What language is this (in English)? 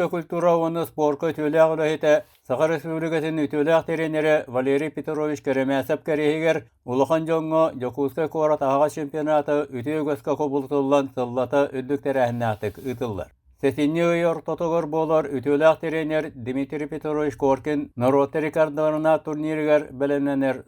Yakut